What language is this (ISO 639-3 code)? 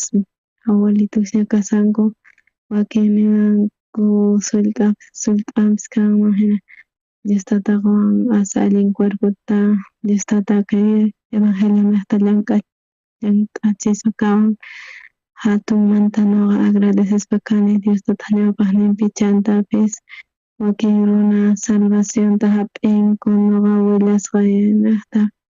quh